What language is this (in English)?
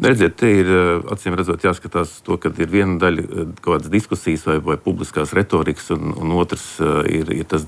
Latvian